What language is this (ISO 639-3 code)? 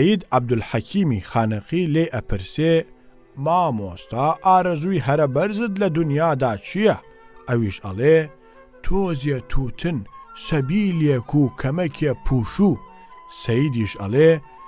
ckb